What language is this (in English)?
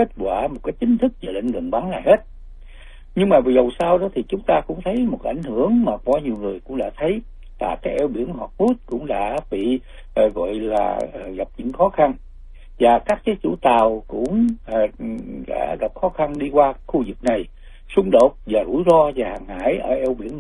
Vietnamese